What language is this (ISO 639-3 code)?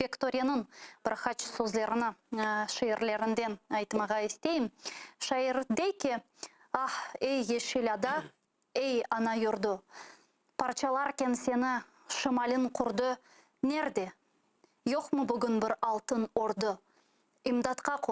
crh